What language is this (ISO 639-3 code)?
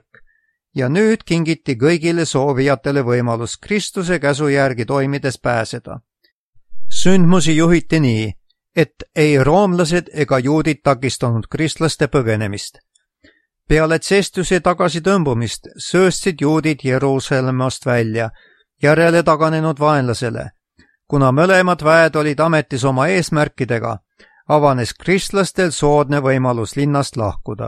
est